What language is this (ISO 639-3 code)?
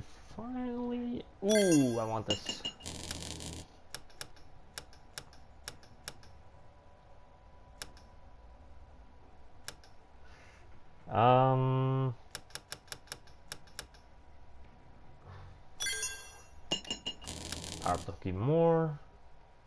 eng